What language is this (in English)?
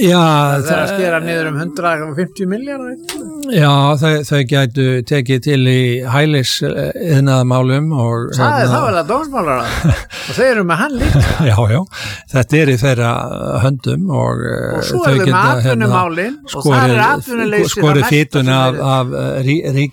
Icelandic